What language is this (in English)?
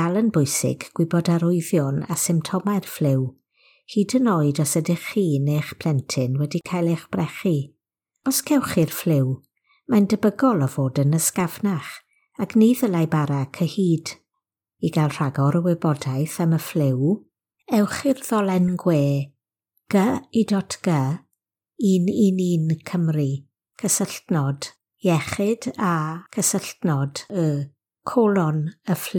Welsh